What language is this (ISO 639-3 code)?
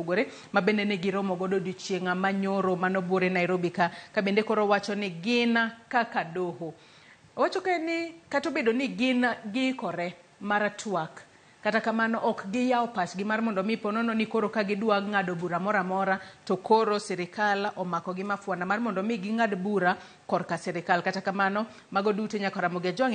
luo